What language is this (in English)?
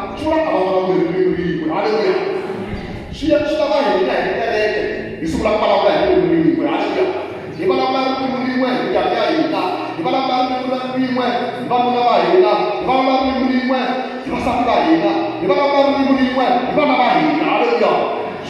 Tsonga